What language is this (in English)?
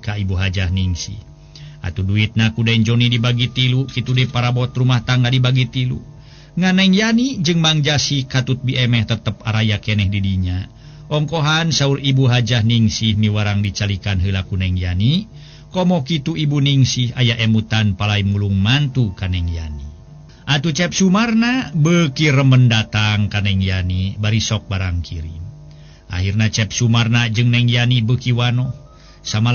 Sundanese